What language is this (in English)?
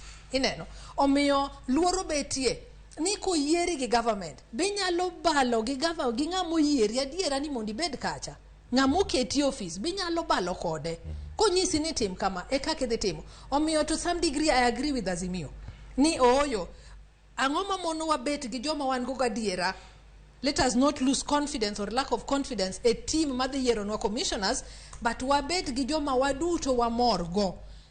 Luo (Kenya and Tanzania)